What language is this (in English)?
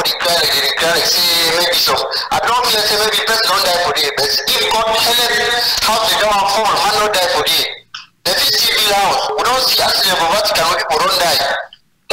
Cameroon Pidgin